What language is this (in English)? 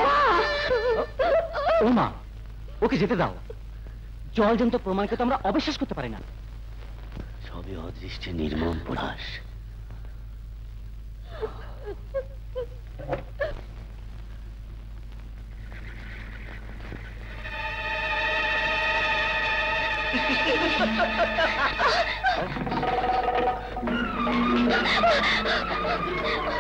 Bangla